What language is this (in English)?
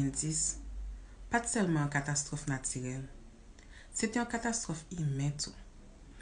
Haitian Creole